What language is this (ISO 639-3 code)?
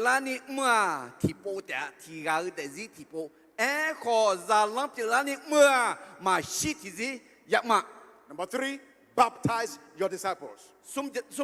ahk